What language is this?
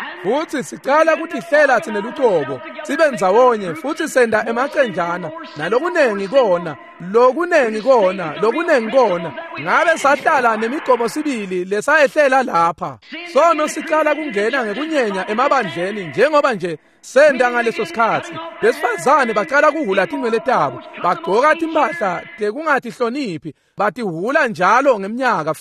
Swati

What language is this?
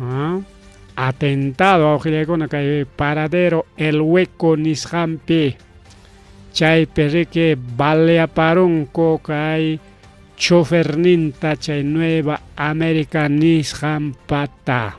Ayacucho Quechua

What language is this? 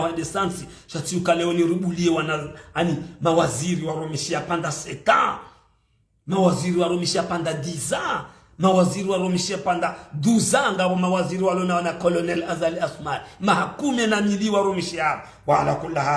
Ngazidja Comorian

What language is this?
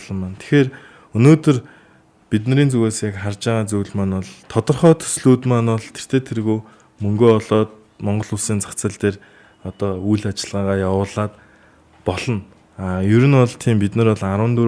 Mongolian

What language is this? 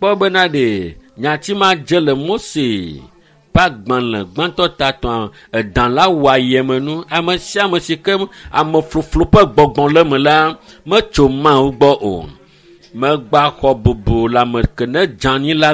Ewe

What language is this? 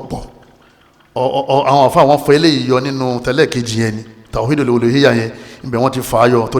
Yoruba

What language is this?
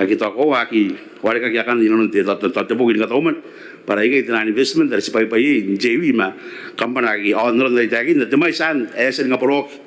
Gilbertese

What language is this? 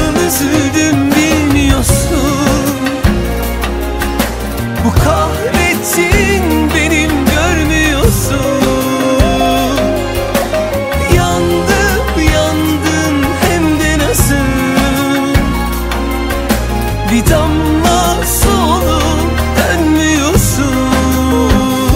Turkish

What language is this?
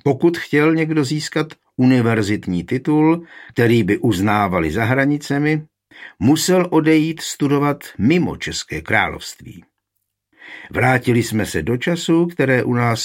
Czech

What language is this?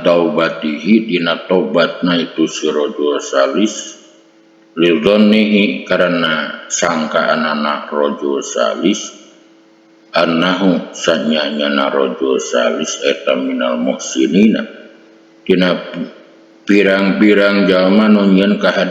Sundanese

